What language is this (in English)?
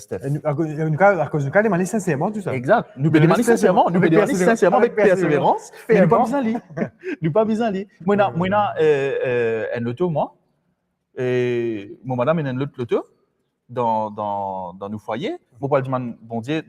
Morisyen